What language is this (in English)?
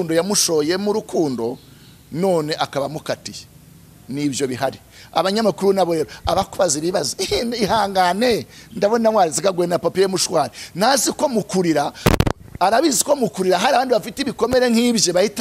Kinyarwanda